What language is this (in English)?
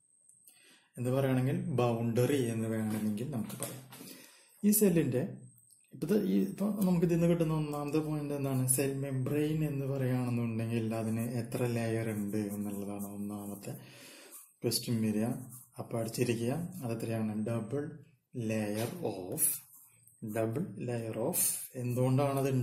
Malayalam